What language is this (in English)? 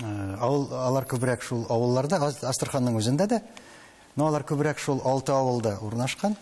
Tatar